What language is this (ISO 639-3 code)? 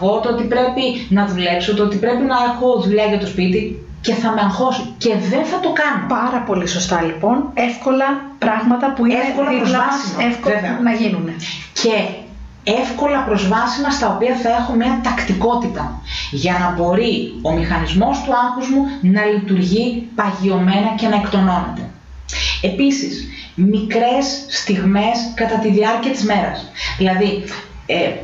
ell